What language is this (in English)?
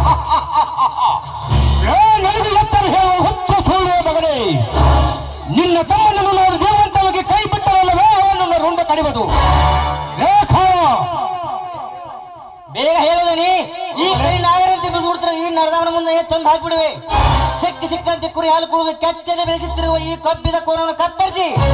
Kannada